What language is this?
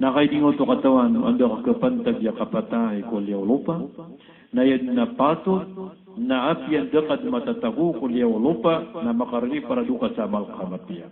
Maranao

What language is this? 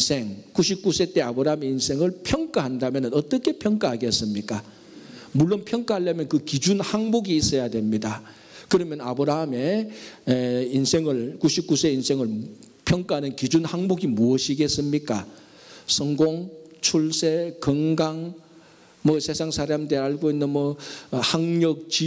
Korean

